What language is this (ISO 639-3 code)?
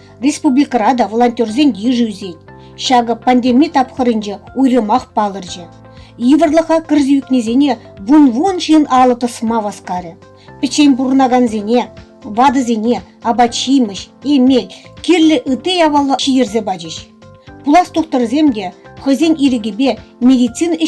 chv